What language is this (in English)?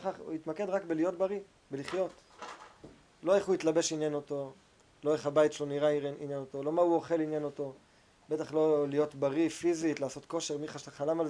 Hebrew